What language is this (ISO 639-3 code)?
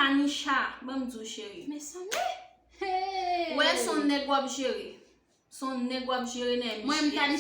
hat